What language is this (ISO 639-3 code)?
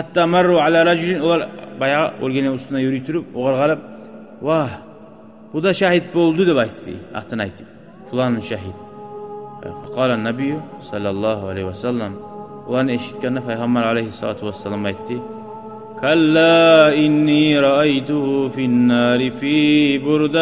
kum